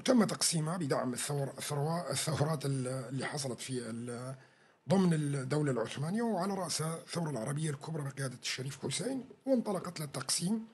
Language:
North Levantine Arabic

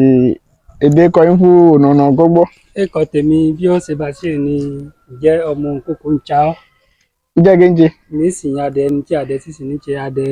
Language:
Yoruba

